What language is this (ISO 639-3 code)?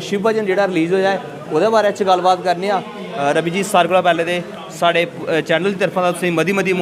doi